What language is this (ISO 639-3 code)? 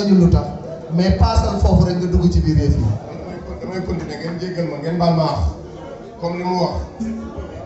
wol